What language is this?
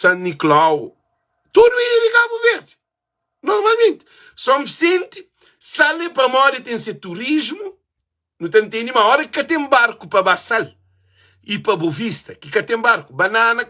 Kabuverdianu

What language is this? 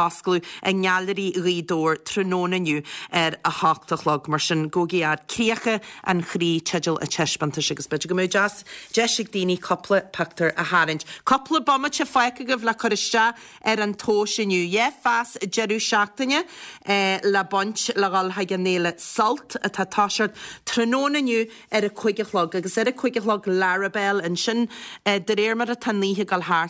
Irish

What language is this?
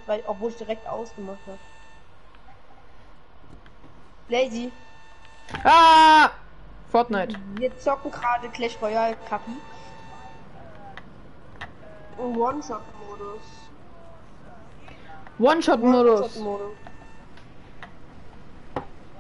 German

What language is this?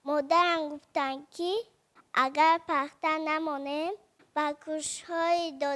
Tajik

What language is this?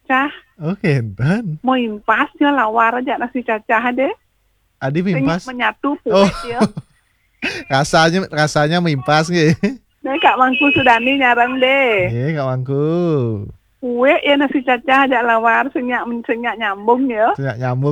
Balinese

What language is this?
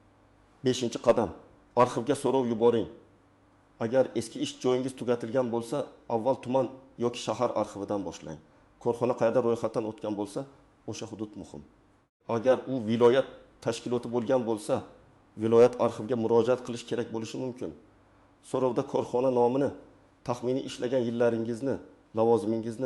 Uzbek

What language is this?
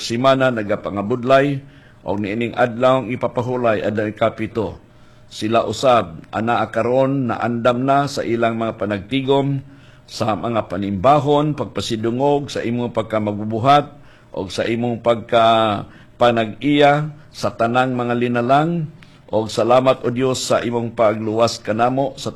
Cebuano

